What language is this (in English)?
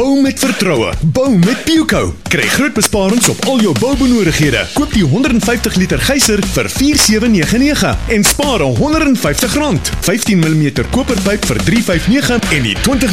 Afrikaans